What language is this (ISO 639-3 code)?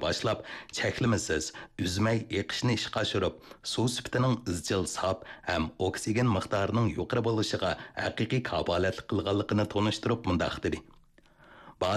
uig